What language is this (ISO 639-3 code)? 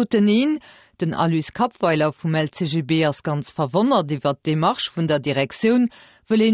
ltz